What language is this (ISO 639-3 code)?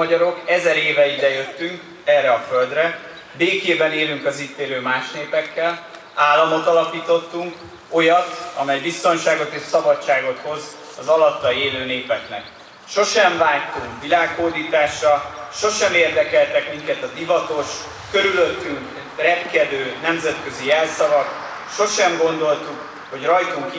hun